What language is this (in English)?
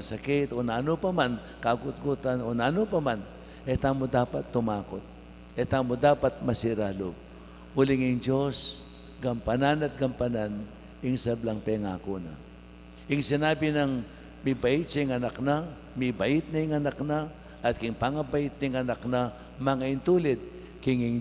Pampanga